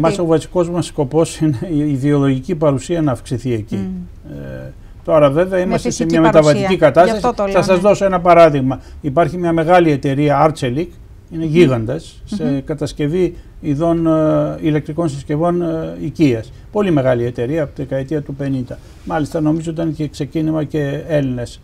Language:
Greek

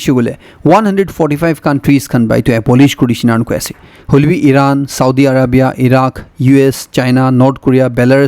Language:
Naga Pidgin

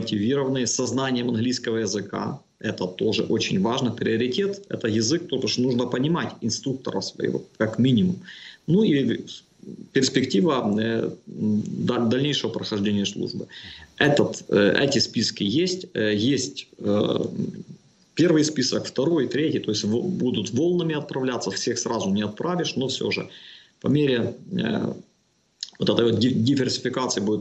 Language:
Russian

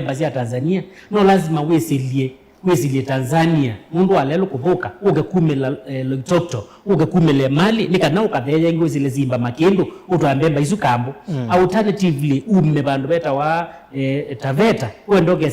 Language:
Kamba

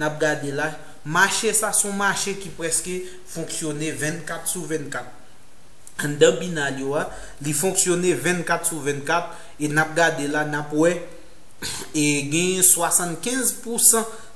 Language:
Haitian Creole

